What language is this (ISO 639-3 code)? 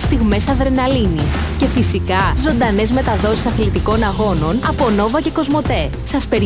ell